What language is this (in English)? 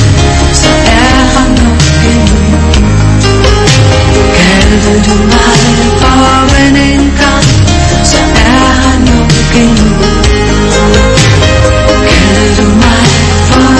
Danish